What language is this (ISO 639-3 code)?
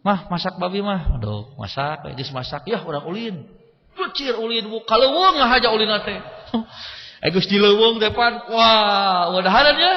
sun